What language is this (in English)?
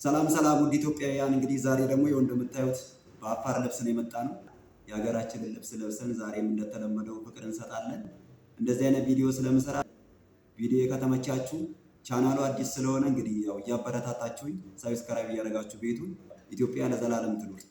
Amharic